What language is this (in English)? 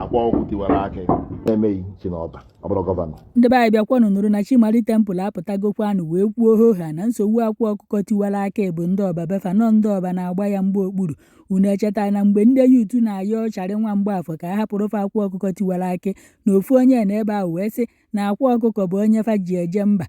Igbo